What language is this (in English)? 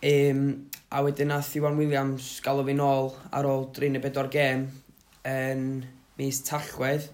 Welsh